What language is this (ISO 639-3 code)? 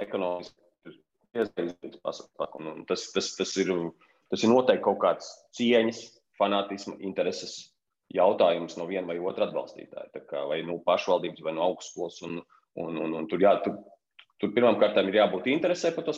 lav